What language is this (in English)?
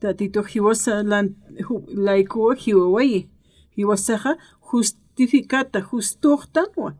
Aymara